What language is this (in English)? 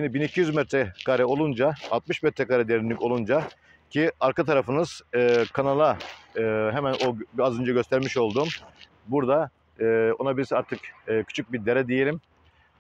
Turkish